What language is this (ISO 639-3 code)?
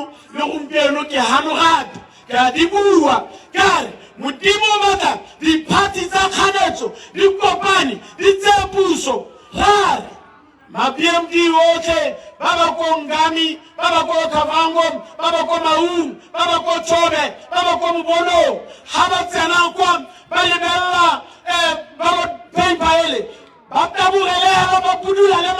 tsn